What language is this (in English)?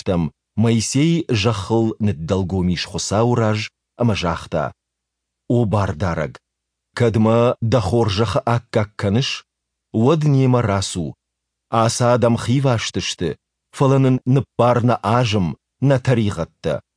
Ossetic